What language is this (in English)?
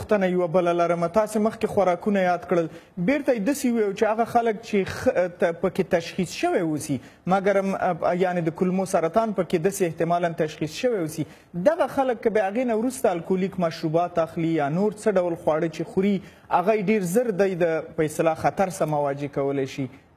Pashto